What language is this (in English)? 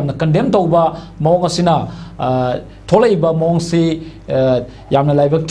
Manipuri